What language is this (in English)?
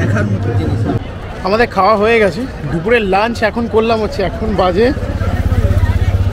Bangla